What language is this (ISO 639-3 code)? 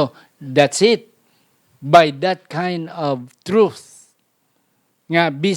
hil